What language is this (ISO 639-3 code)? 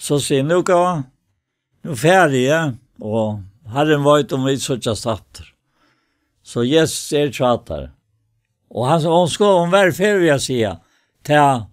fao